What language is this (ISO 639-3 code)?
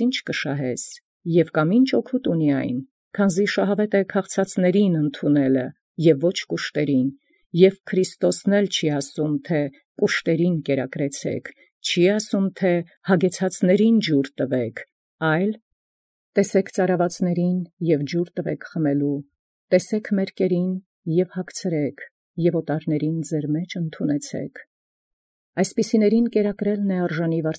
hye